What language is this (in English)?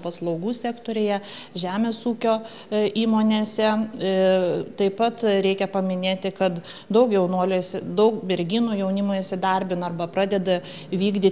Lithuanian